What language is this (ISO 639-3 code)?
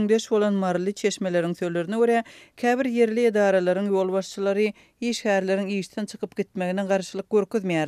tuk